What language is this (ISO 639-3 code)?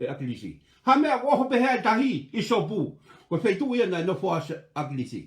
ton